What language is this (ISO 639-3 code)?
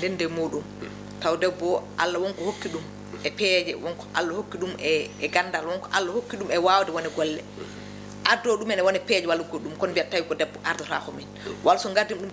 ful